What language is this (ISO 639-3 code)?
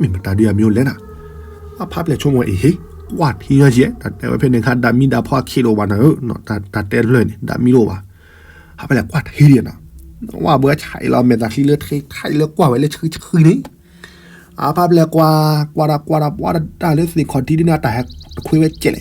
ksw